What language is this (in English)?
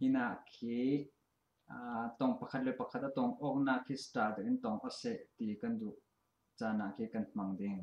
Falam Chin